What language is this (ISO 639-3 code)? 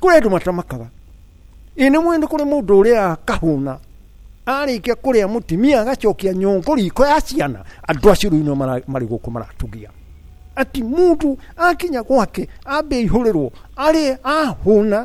kik